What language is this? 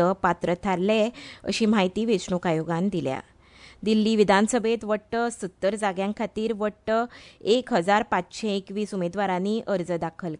Konkani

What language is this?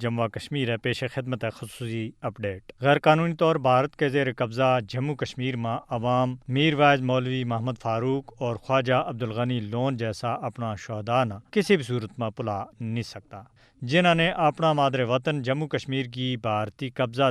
Gujari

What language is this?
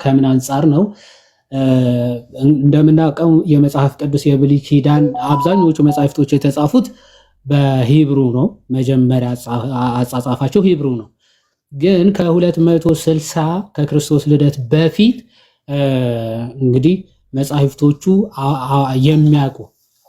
Amharic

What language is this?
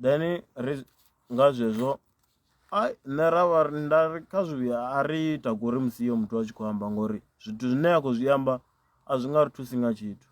Venda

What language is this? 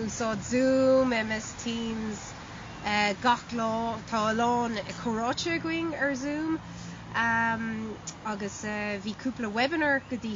Irish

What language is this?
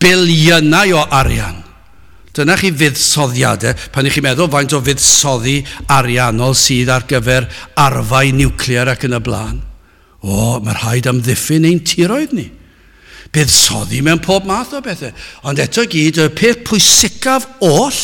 Welsh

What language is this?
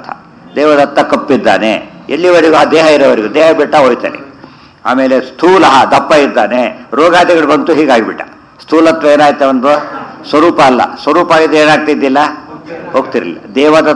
Kannada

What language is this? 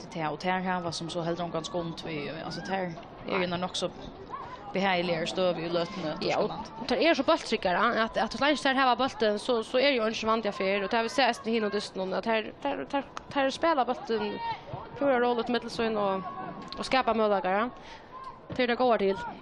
Faroese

